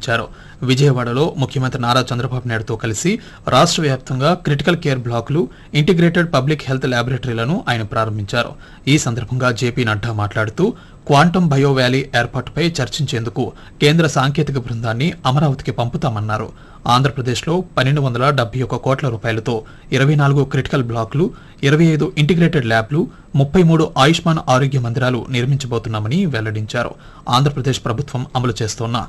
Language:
Telugu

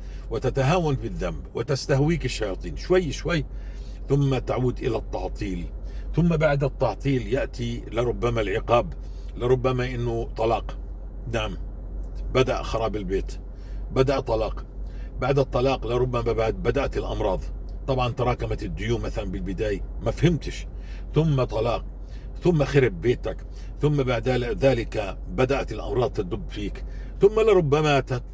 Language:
North Levantine Arabic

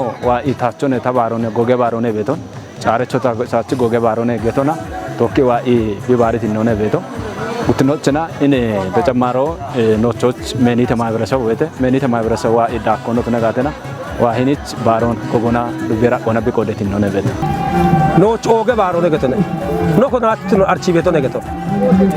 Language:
Kafa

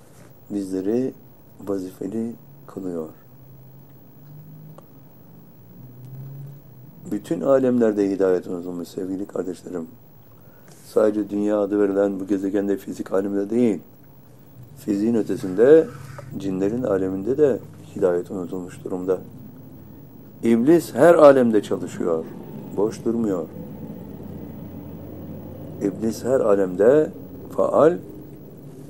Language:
Turkish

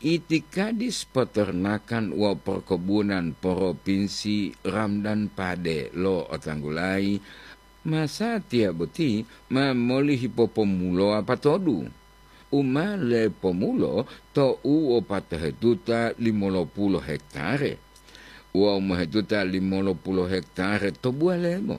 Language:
Gorontalo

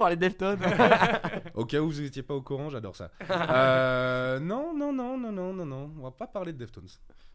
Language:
French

